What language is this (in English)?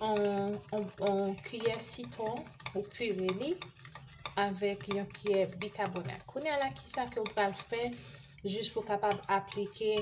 Haitian Creole